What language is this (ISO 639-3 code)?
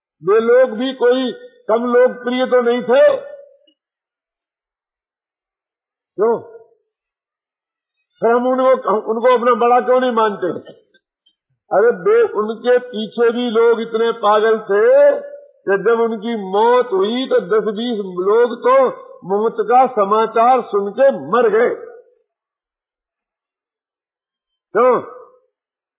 hin